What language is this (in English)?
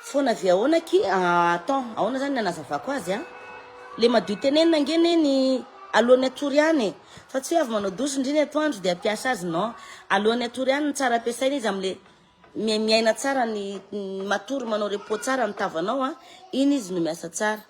Malagasy